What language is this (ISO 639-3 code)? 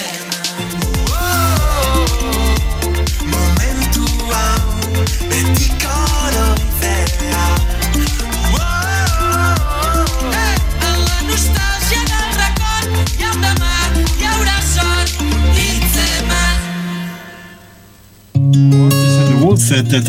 eus